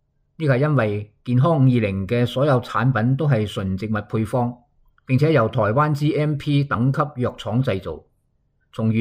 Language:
Cantonese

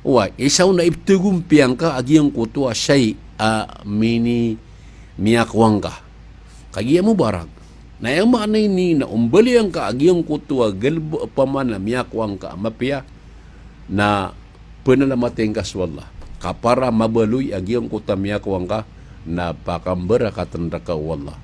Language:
Maranao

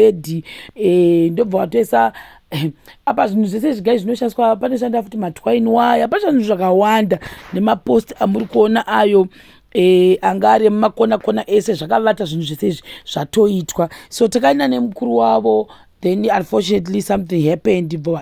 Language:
Shona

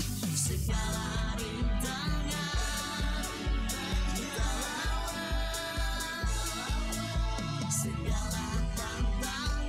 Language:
Indonesian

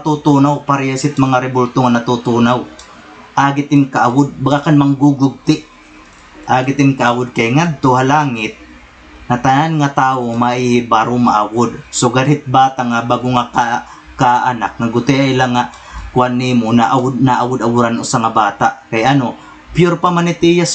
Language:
Waray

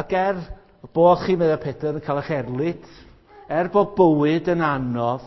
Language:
Welsh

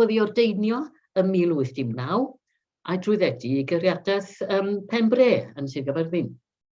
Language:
Welsh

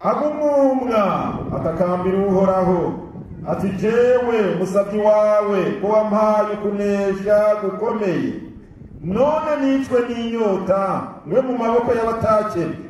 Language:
Rundi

